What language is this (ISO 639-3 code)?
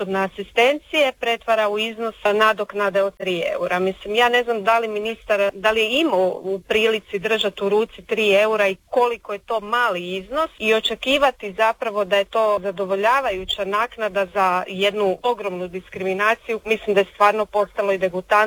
hrv